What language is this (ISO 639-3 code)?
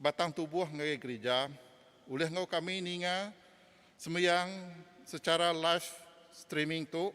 iba